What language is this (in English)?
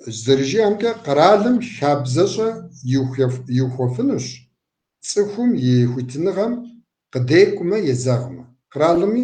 Kabardian